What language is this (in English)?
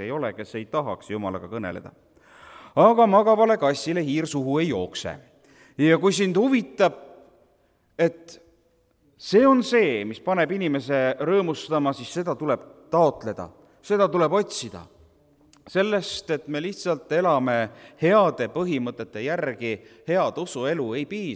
Estonian